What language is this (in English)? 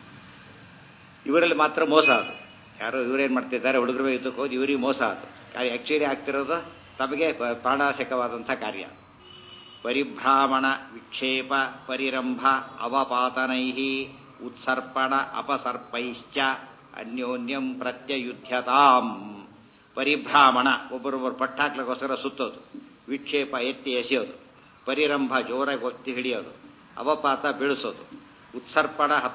Kannada